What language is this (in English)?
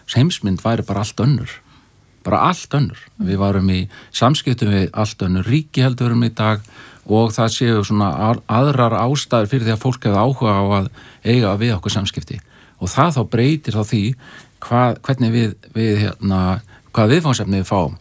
Icelandic